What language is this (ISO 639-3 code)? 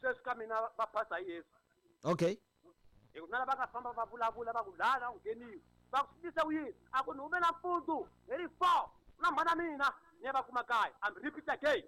tso